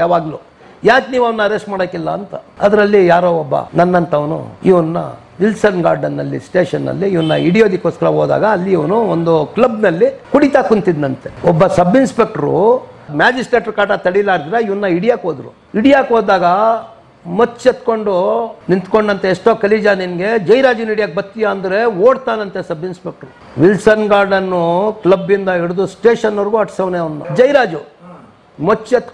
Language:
Kannada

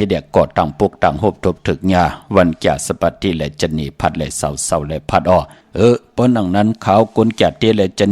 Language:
Shan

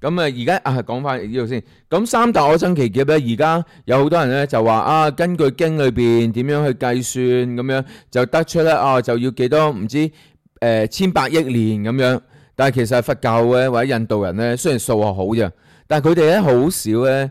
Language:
Cantonese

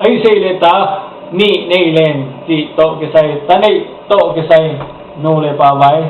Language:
Tedim Chin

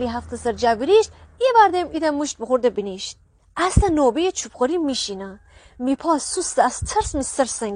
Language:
Gilaki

